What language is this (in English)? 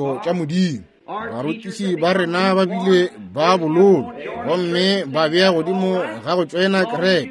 Northern Sotho